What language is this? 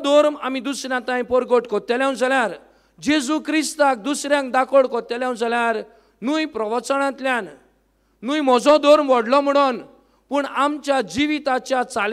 Konkani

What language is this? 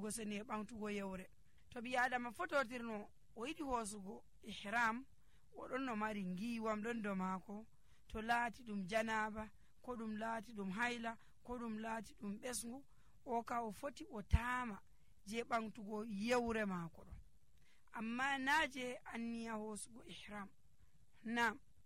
Nigerian Fulfulde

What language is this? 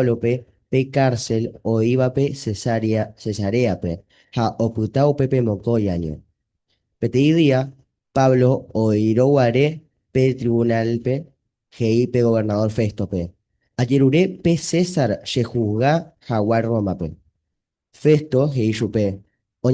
Guarani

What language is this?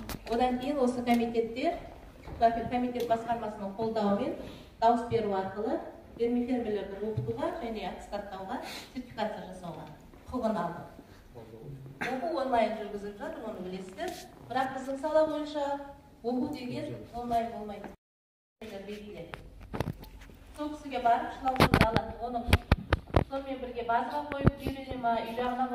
Kazakh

